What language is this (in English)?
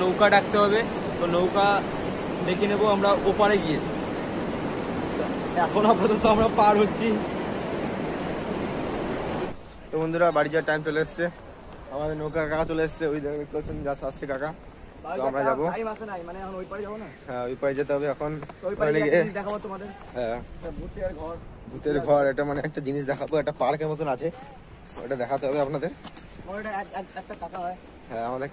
Bangla